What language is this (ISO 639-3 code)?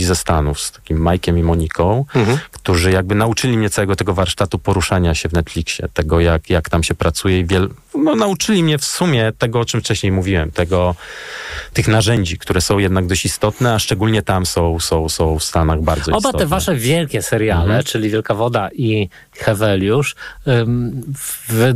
pol